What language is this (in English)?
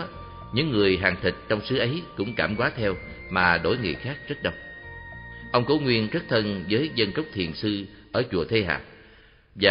Vietnamese